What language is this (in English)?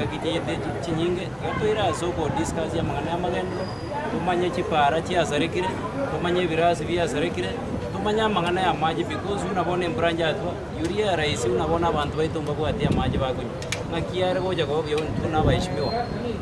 Gusii